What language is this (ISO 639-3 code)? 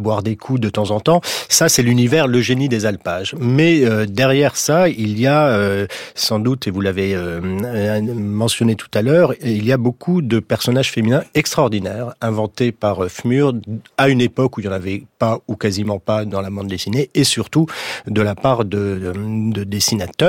fra